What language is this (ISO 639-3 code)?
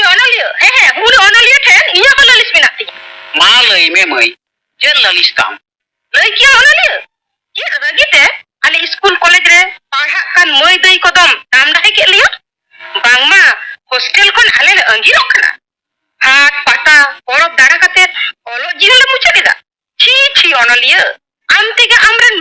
sat